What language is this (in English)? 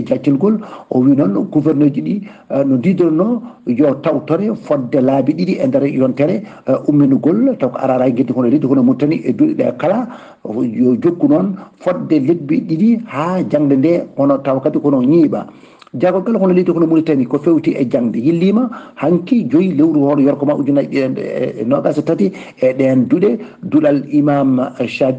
Fula